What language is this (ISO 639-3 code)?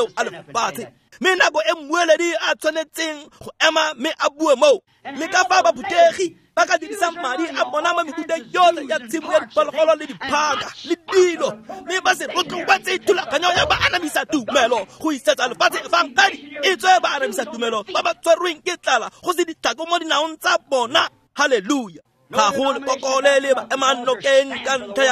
tsn